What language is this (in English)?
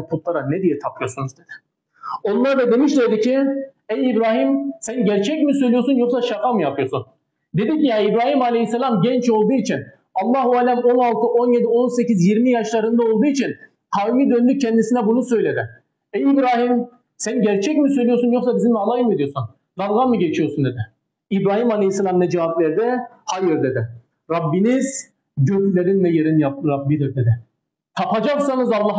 Turkish